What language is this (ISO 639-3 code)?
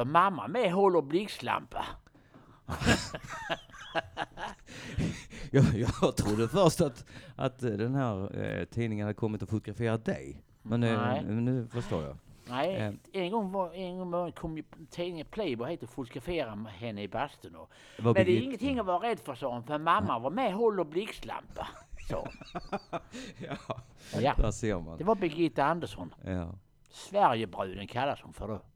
swe